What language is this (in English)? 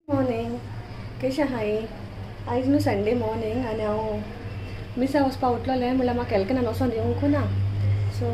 Konkani